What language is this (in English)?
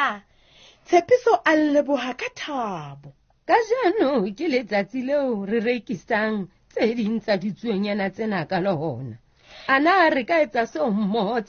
Southern Sotho